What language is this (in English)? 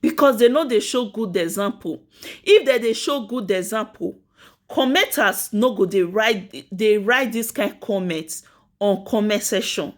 Nigerian Pidgin